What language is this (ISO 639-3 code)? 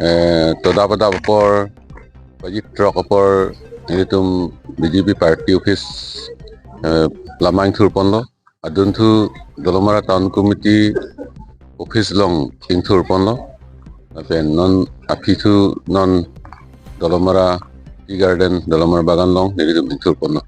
mjw